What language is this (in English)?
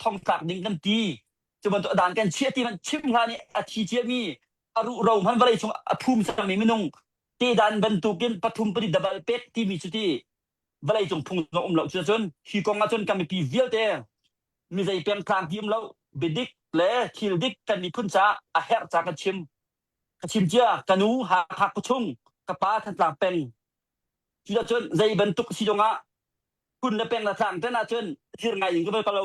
Hakha Chin